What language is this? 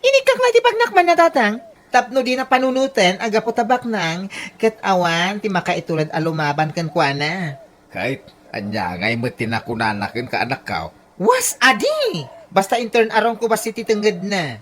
Iloko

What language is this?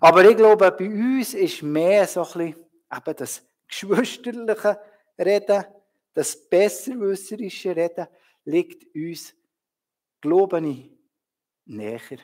Swiss German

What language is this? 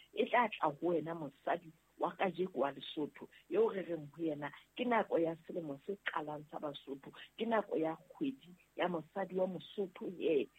Southern Sotho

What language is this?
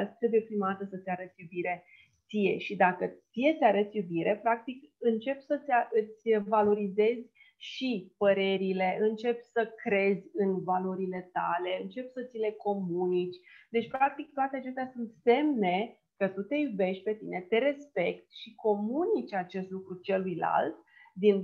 Romanian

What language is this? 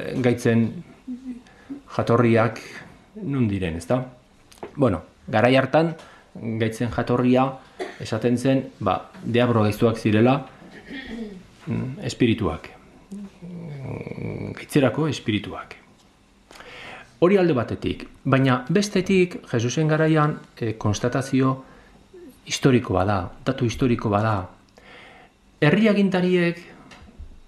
Basque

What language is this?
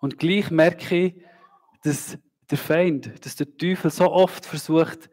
Swiss German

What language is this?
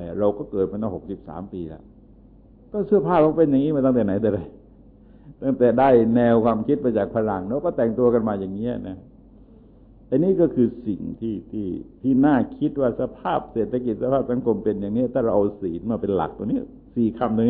Thai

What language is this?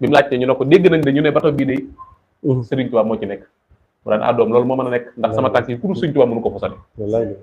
Wolof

